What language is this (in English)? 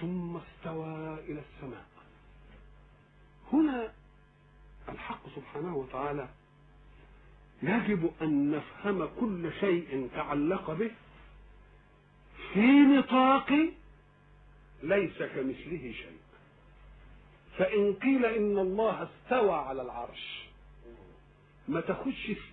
Arabic